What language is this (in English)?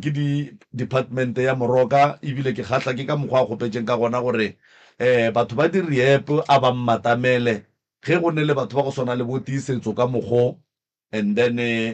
Northern Sotho